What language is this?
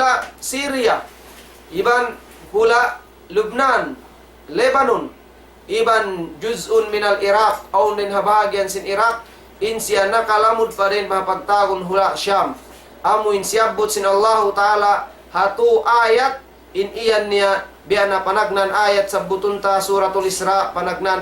Tausug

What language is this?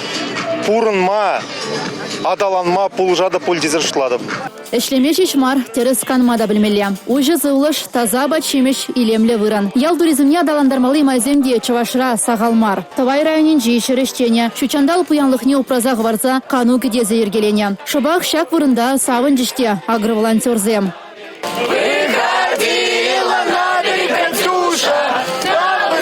Chuvash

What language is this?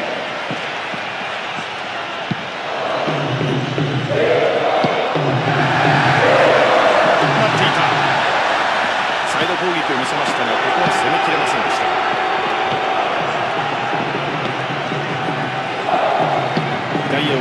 Japanese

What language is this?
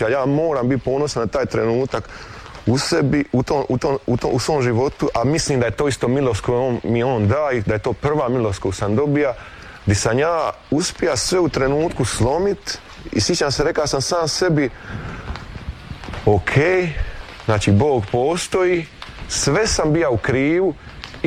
Croatian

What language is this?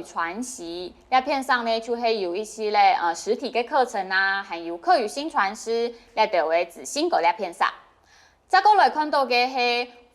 Hakka Chinese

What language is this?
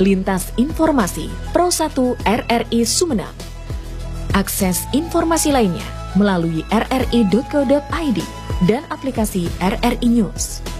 Indonesian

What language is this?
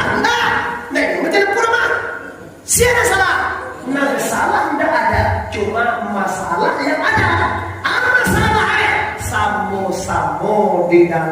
Minangkabau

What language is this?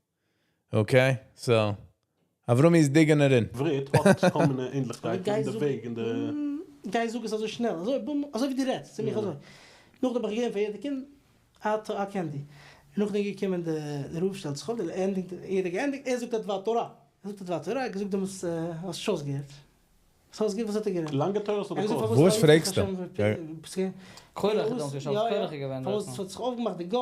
Yiddish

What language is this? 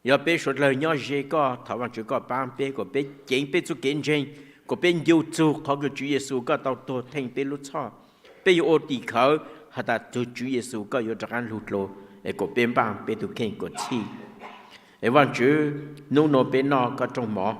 Hmong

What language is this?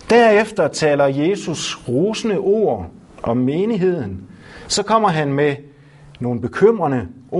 Danish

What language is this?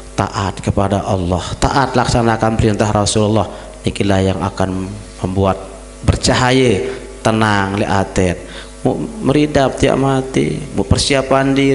Sasak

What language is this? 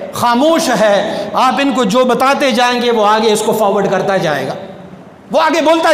Urdu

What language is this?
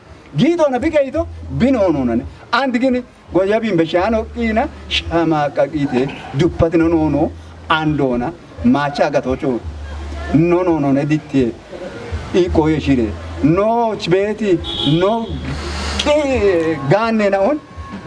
Kafa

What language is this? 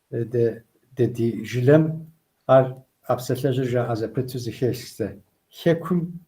Kabardian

